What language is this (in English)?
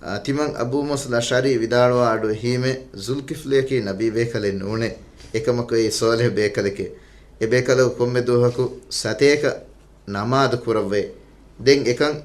Divehi